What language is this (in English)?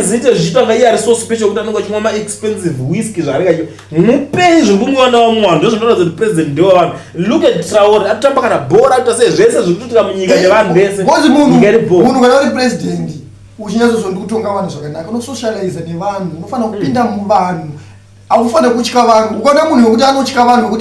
Shona